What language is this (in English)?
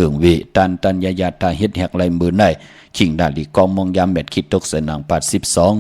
Shan